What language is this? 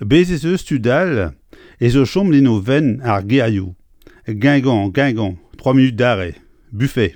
Breton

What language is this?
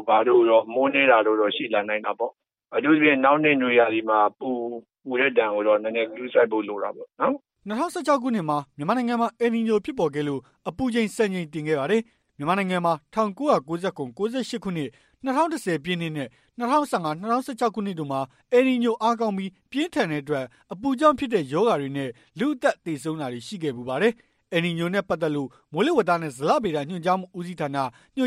Burmese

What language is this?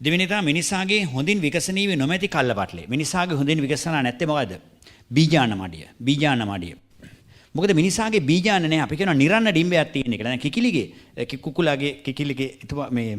Sinhala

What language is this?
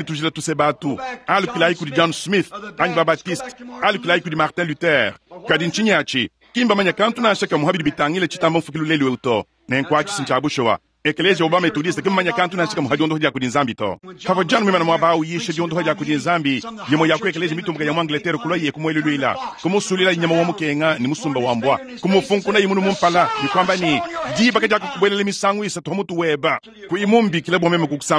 Luba-Lulua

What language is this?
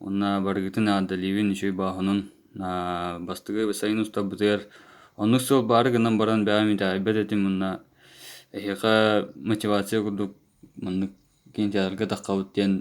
Yakut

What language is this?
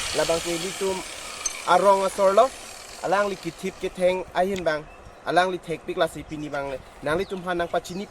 Karbi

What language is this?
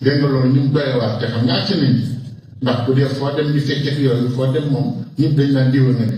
Wolof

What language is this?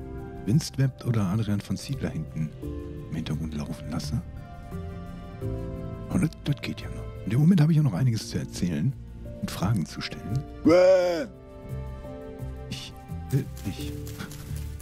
German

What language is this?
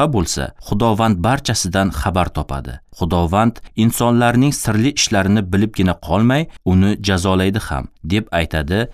Uzbek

